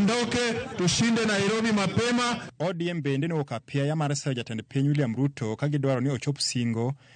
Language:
Luo (Kenya and Tanzania)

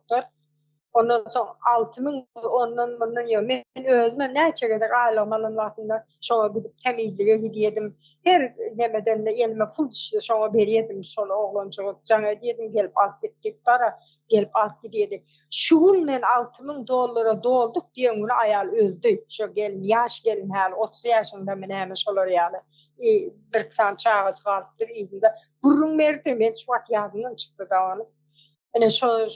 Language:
Turkmen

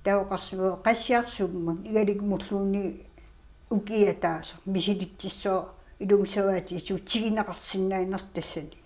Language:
Kalaallisut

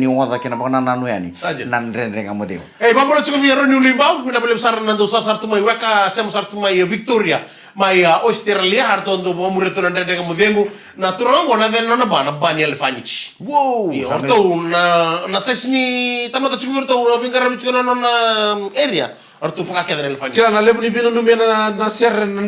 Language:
Fijian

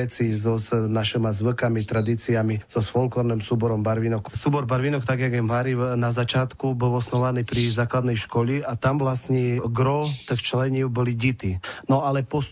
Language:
Rusyn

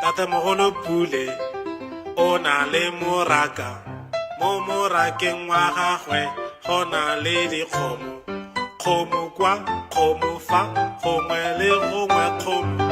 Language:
Tswana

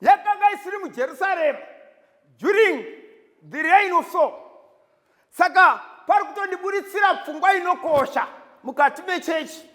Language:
Shona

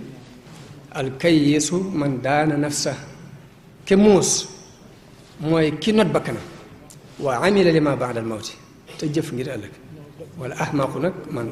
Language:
Wolof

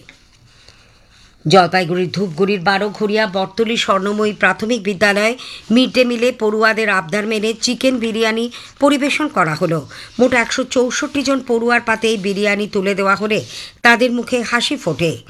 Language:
Bangla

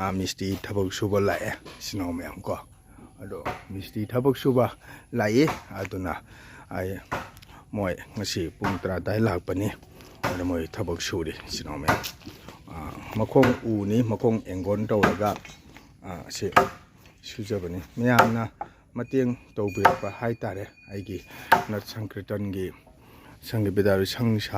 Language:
Manipuri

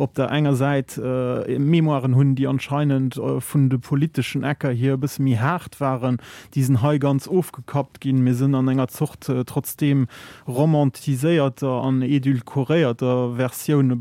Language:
Luxembourgish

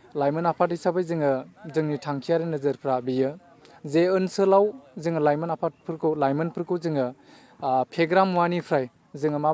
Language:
Bodo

